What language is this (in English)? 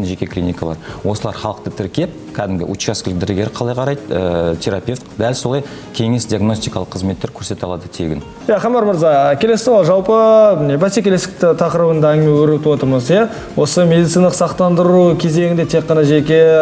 Kazakh